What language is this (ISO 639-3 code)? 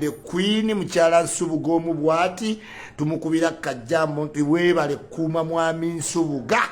lug